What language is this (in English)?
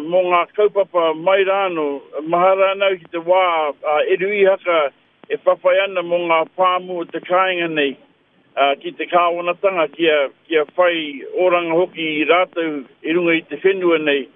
Māori